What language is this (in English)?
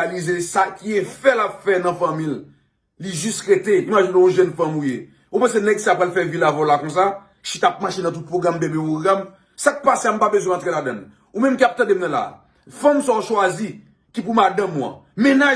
Haitian Creole